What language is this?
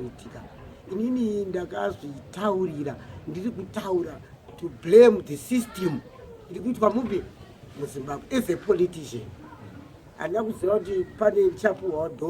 Shona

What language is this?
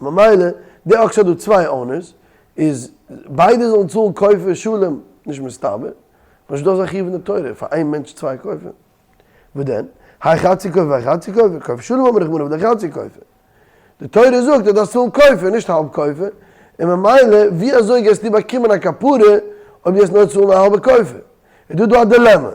Yiddish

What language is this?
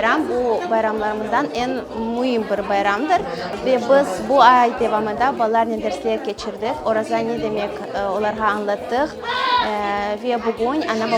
Crimean Tatar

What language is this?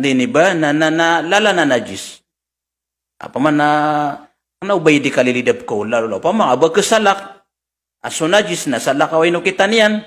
Maranao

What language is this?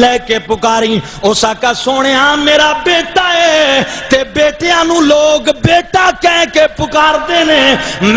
Saraiki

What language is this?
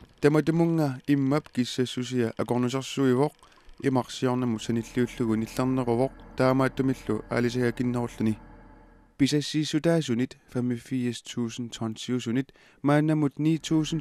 Kalaallisut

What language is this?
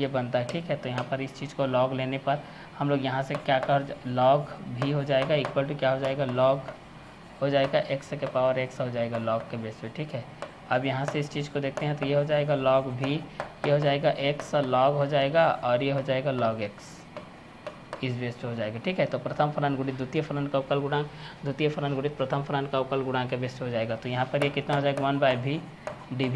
Hindi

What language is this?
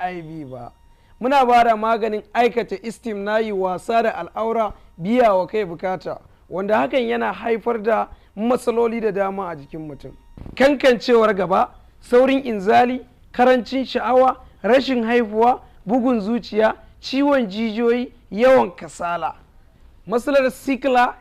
Hausa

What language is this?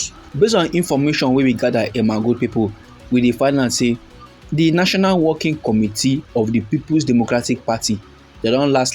Nigerian Pidgin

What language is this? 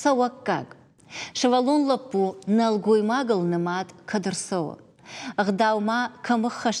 Ossetic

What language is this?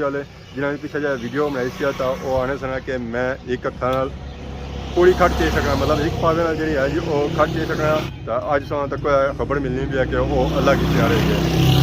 Pahari-Potwari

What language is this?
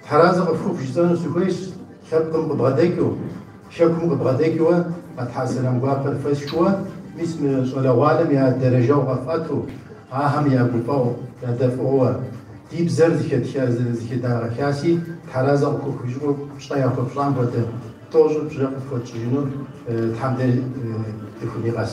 Kabardian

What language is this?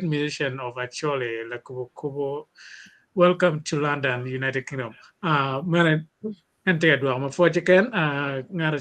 Acoli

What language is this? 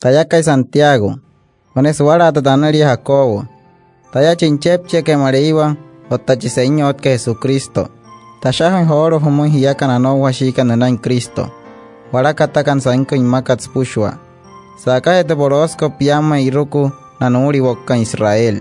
Wayuu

